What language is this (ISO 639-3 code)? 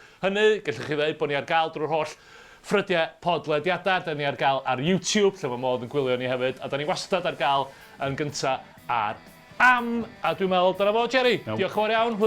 cym